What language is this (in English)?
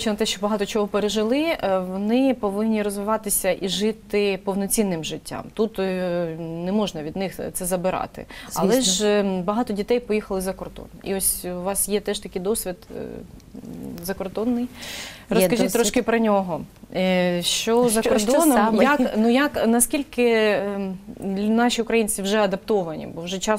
Ukrainian